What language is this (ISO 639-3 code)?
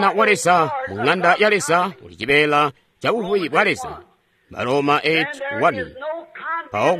toi